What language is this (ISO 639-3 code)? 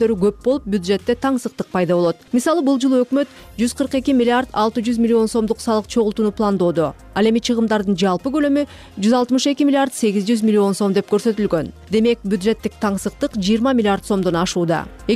kir